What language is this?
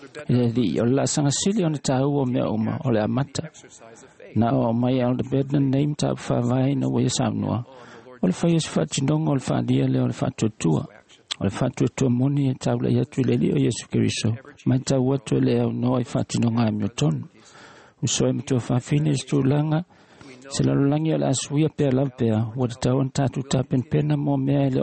Samoan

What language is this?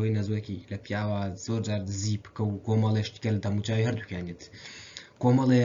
Central Kurdish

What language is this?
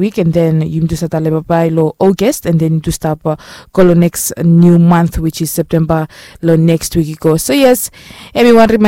Bislama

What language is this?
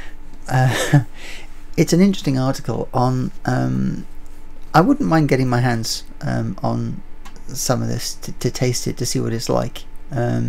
English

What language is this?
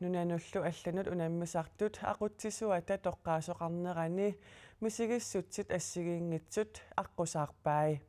Kalaallisut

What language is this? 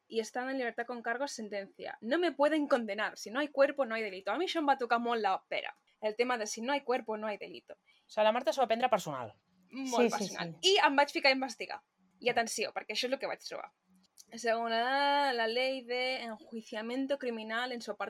Catalan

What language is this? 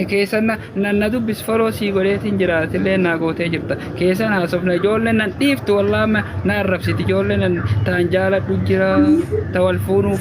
Oromo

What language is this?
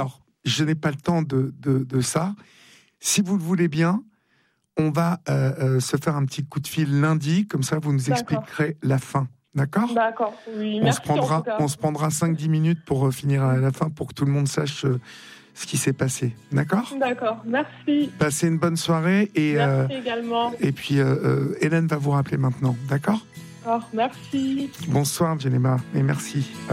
French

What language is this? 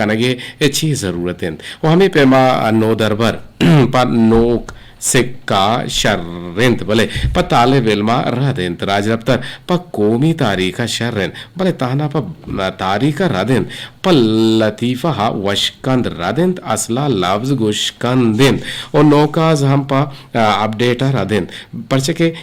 Eastern Balochi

